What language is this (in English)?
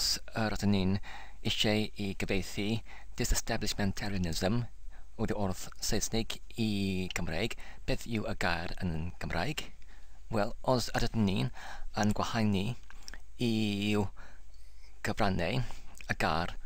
Welsh